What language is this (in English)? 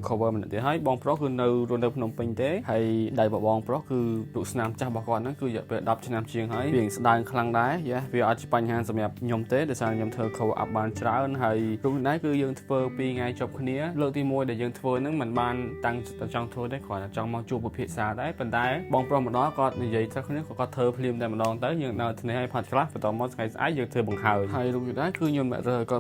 Khmer